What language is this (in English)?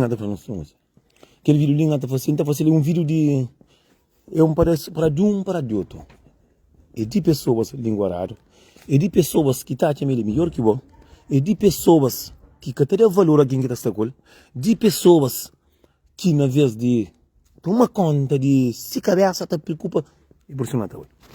Kabuverdianu